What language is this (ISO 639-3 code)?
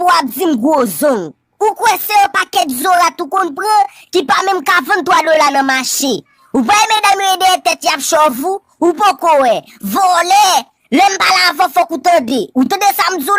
hat